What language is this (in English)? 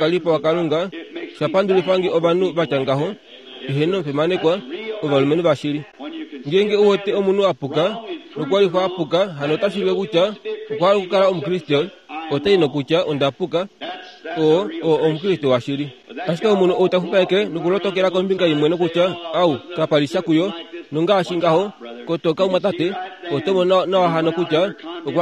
Kuanyama